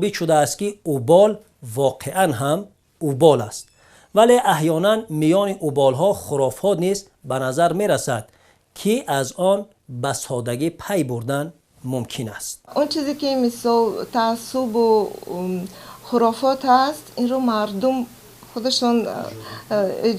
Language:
Tajik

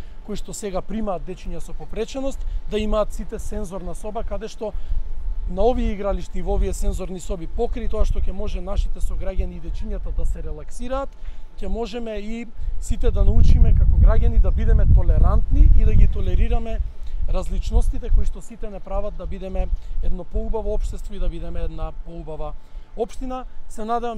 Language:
Macedonian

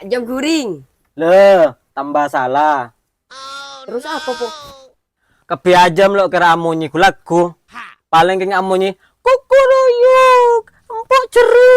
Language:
Madurese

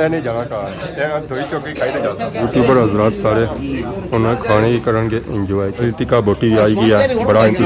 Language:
Pahari-Potwari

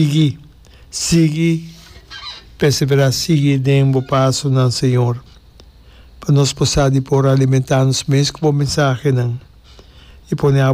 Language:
Papiamento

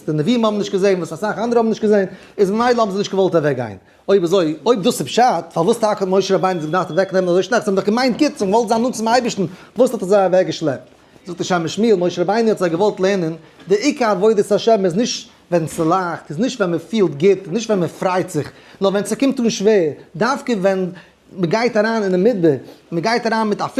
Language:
Yiddish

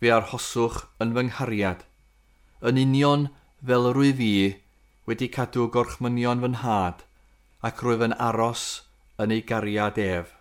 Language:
Welsh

